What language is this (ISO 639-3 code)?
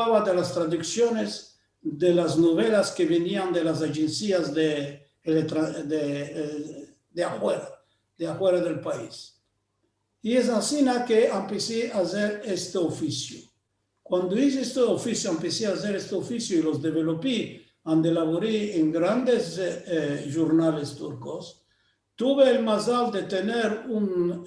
lad